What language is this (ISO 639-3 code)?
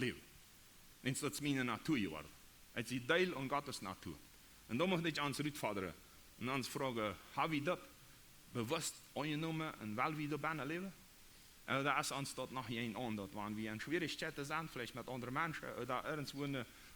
pdt